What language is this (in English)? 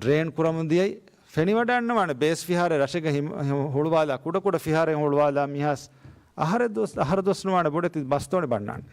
Divehi